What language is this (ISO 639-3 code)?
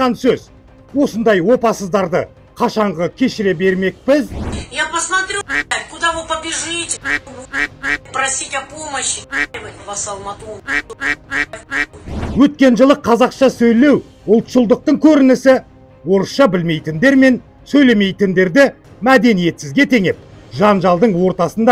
kaz